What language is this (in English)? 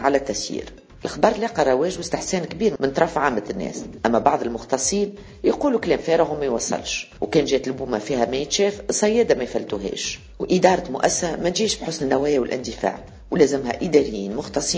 Tunisian Arabic